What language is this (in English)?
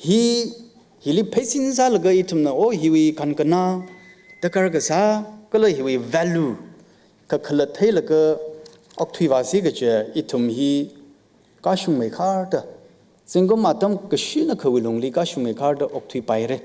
Tangkhul Naga (India)